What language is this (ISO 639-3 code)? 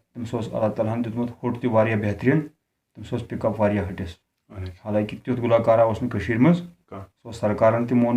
kas